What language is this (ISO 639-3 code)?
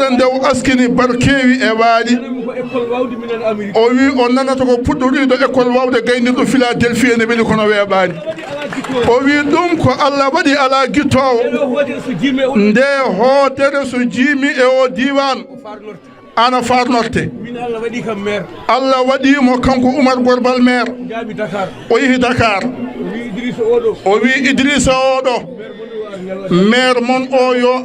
ful